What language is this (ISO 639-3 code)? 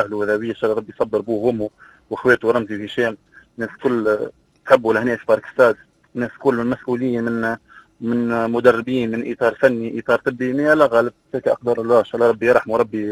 aeb